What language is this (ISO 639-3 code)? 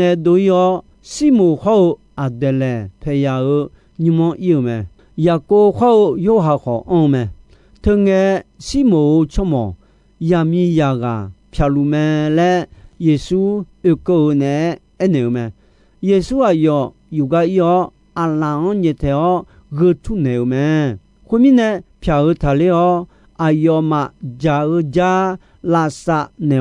ahk